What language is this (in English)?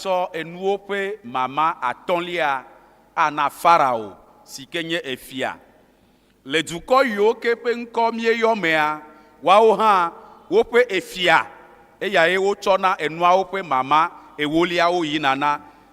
Ewe